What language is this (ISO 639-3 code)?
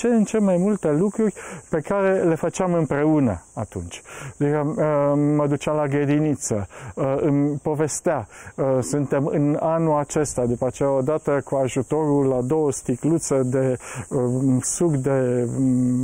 ron